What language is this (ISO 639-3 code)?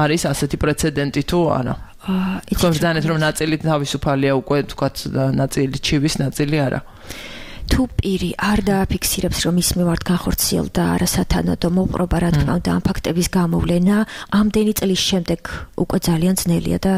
kat